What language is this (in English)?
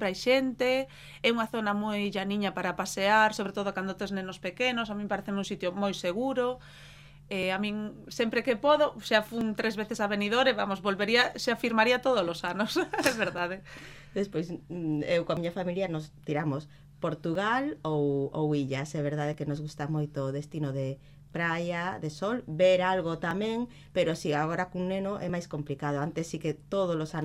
Galician